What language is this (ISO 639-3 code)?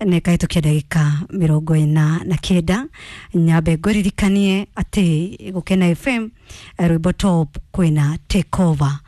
kik